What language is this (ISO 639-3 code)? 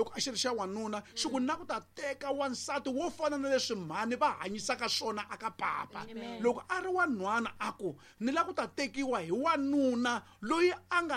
tso